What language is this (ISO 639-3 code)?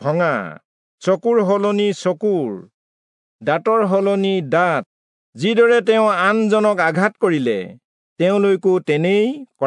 asm